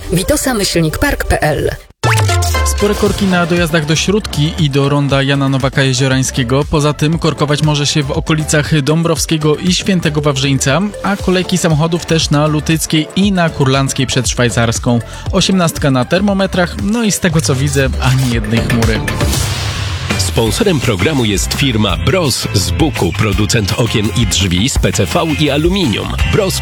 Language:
Polish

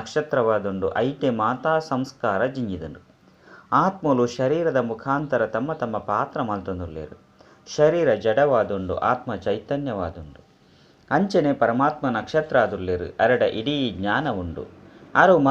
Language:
Tulu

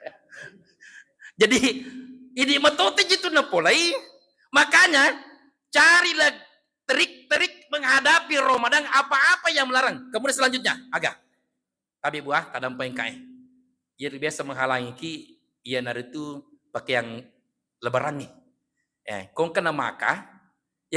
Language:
Buginese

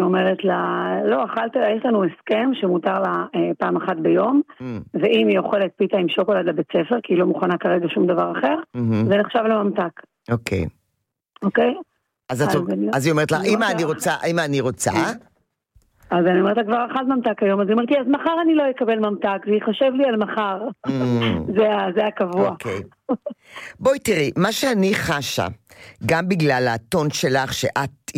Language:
Hebrew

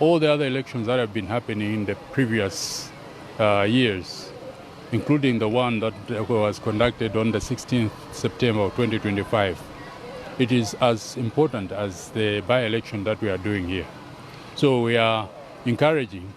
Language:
Nyanja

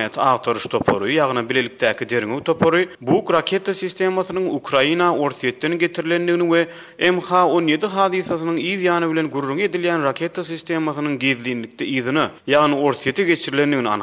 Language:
Turkmen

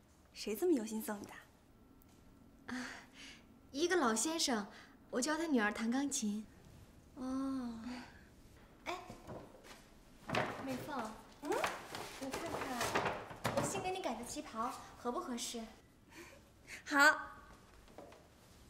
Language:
Chinese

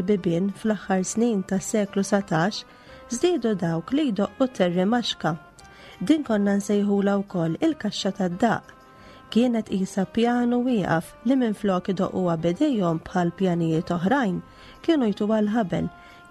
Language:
Maltese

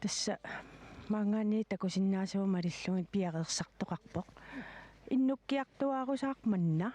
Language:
Kalaallisut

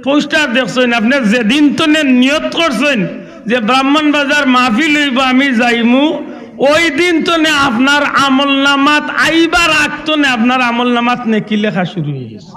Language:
Sylheti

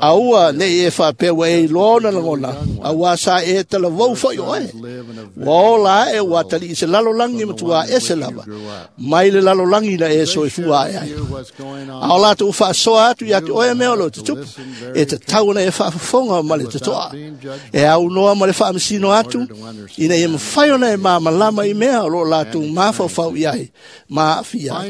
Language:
Samoan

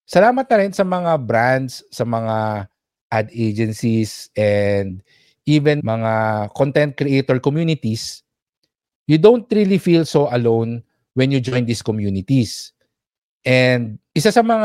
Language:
Filipino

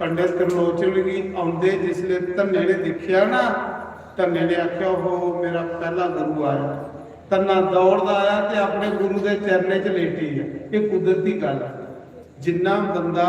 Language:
Dogri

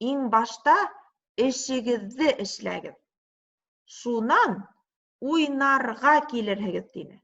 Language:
Bashkir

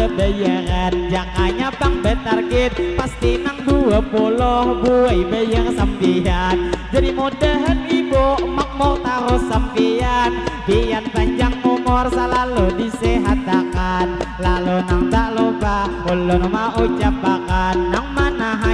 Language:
Banjar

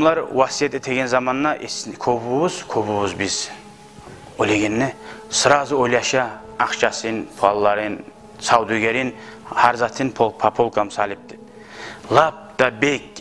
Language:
Kumyk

